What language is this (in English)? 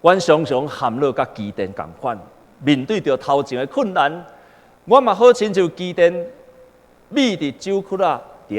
Min Nan Chinese